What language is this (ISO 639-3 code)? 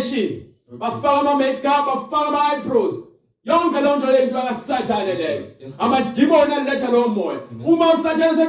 zul